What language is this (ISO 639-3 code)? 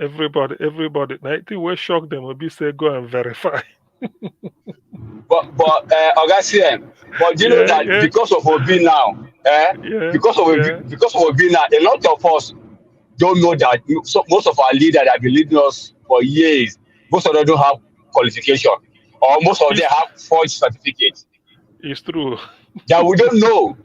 pcm